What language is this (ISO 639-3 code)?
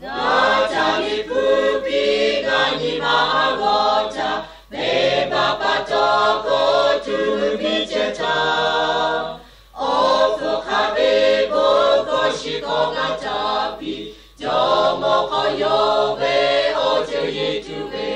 lhu